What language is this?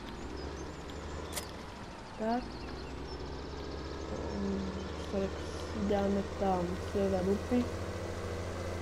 Czech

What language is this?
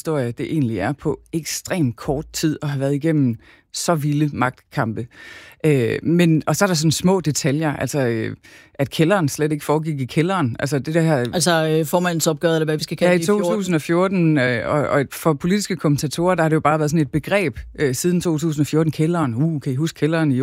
Danish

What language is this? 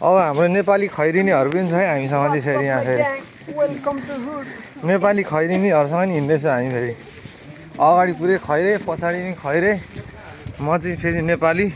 Nepali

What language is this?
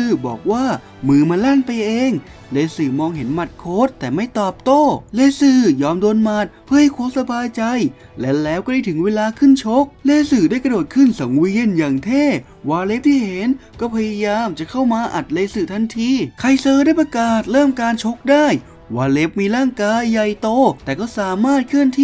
Thai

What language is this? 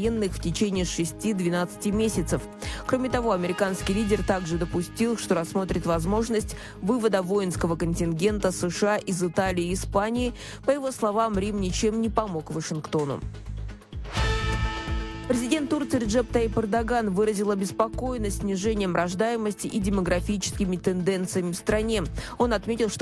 Russian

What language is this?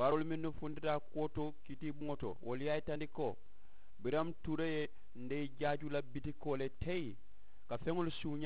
Mandingo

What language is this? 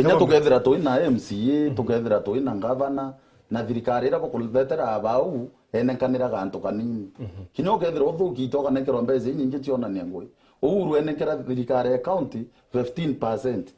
Meru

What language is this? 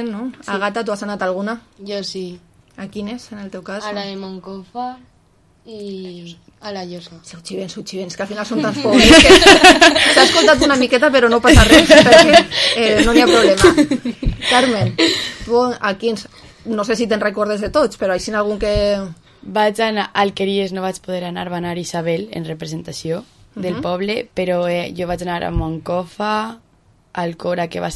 Catalan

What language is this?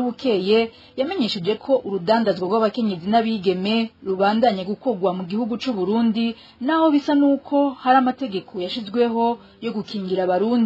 Rundi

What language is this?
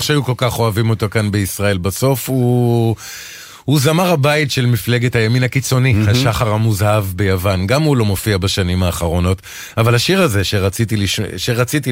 Hebrew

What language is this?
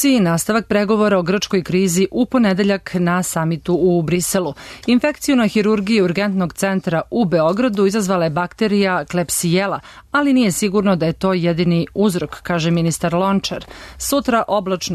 Serbian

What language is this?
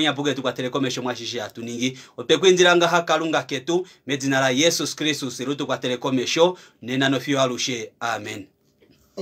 Kuanyama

